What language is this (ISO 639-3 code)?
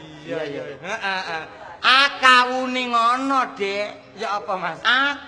jav